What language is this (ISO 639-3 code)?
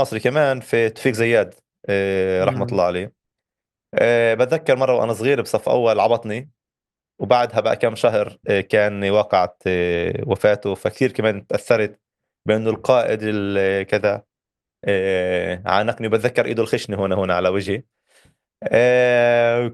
apc